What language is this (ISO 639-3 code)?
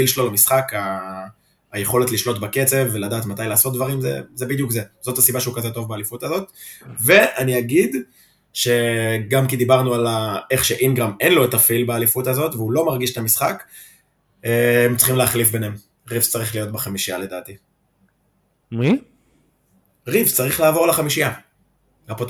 heb